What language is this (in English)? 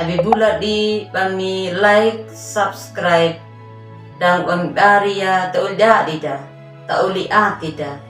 Anakalangu